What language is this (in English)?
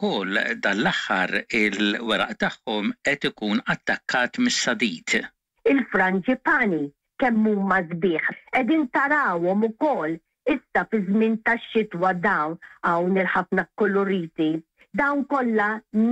Maltese